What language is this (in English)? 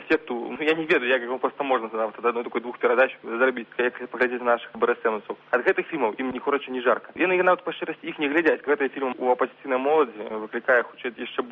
Belarusian